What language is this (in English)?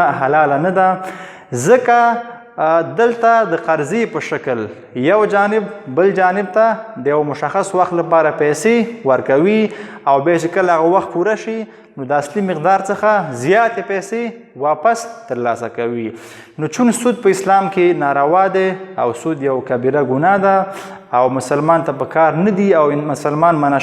Pashto